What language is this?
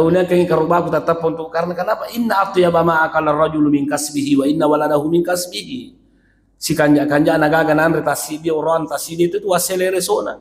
Buginese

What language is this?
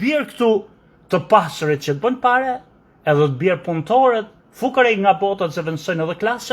Albanian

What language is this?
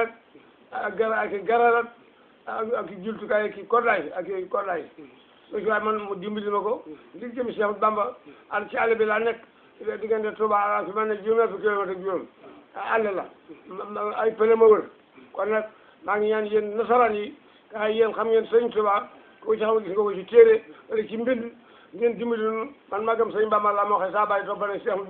Wolof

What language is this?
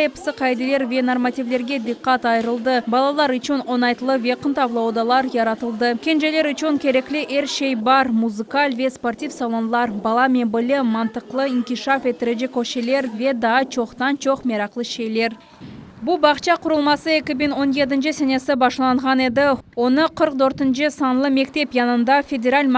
Crimean Tatar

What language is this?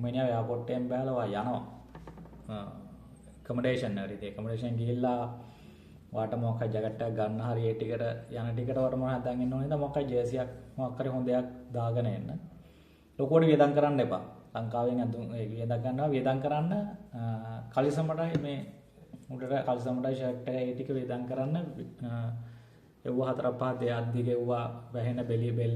Sinhala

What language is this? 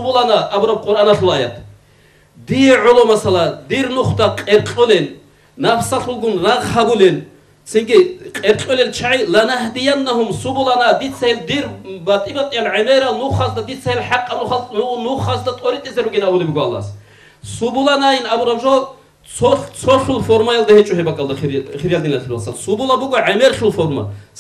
Avaric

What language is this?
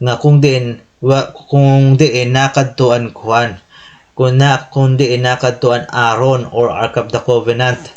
Waray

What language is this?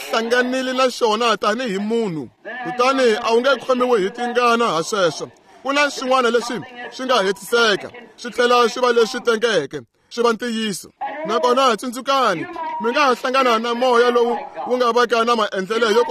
Tsonga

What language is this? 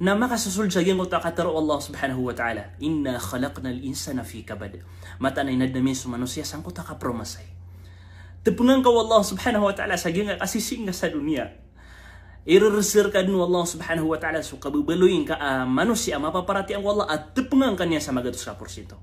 Maranao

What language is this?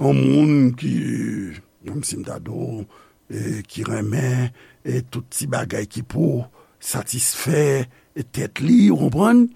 Haitian Creole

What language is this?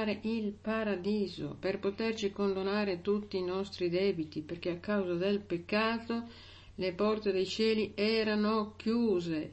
Italian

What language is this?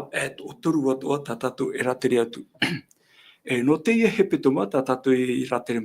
Tahitian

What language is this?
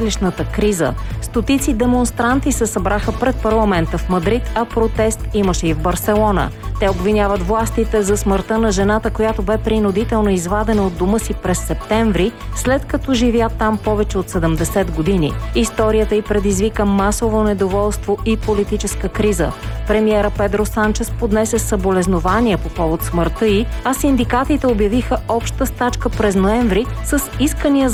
Bulgarian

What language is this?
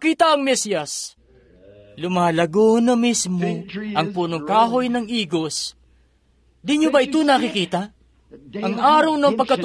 Filipino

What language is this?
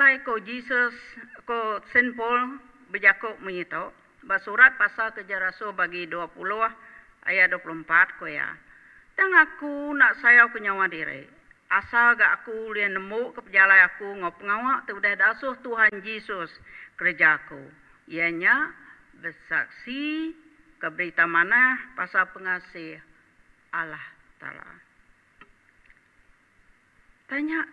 Iban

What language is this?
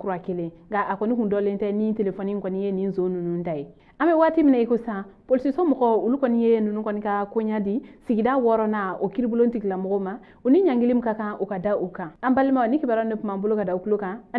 Bambara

